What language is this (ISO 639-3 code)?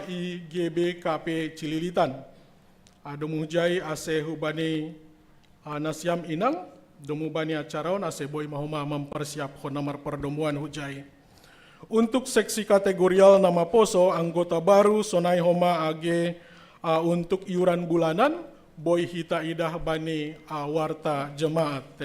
bts